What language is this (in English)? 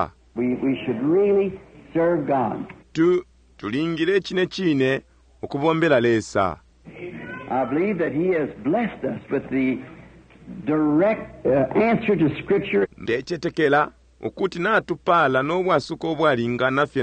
Bemba